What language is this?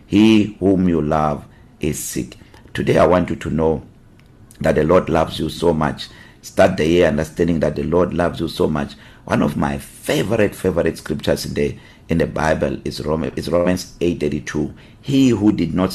English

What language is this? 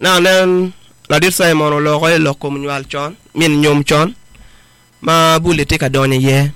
Acoli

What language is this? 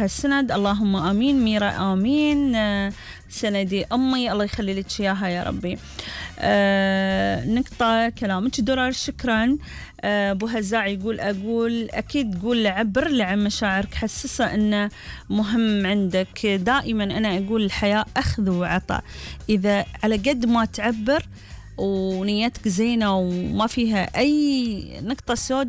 Gulf Arabic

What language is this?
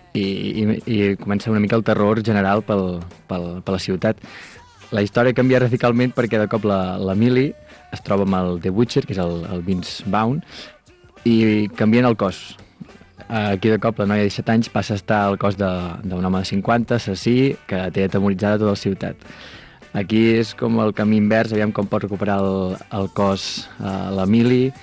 Catalan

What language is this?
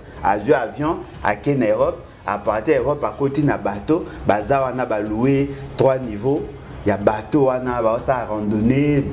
Lingala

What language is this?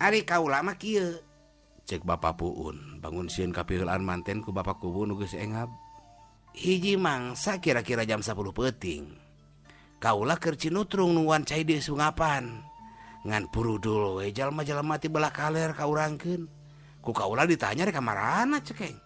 Sundanese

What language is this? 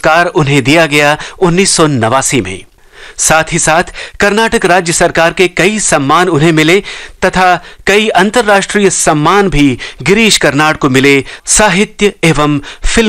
Hindi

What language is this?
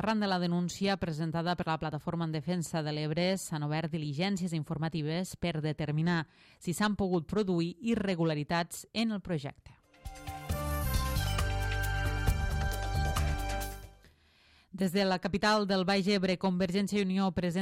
Catalan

